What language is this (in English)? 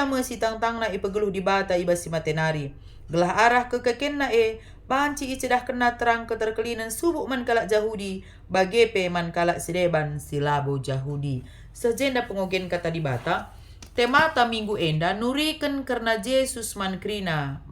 Batak Karo